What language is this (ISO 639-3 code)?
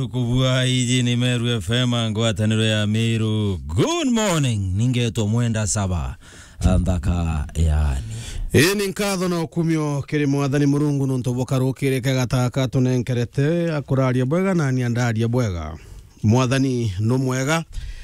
mer